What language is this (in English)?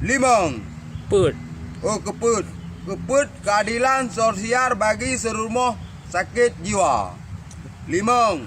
Achinese